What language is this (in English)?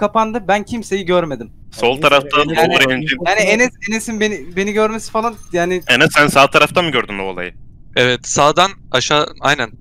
Turkish